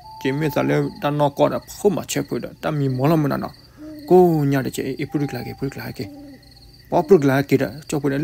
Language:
S'gaw Karen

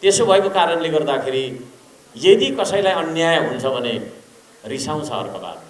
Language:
Nepali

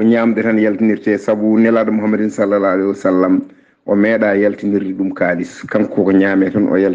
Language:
Fula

